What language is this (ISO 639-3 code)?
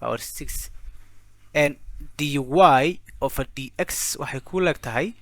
som